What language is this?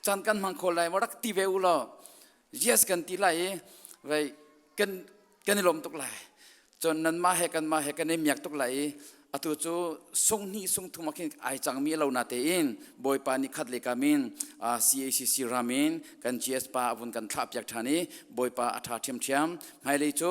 Hakha Chin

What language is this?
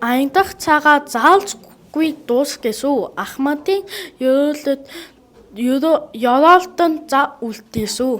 Mongolian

